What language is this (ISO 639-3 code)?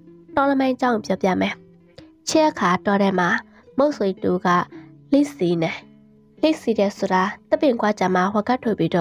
mya